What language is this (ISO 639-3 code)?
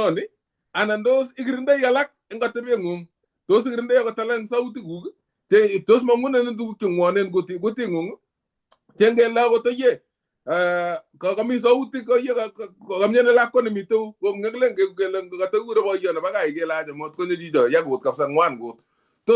kln